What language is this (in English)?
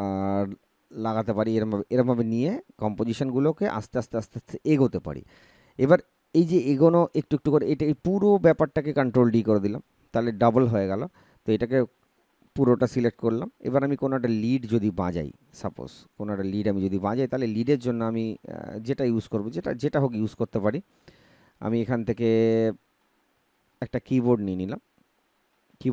Bangla